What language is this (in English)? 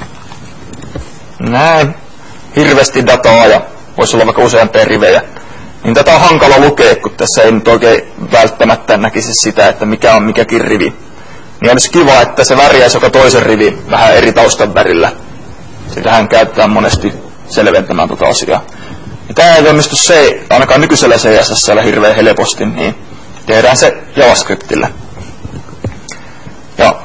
Finnish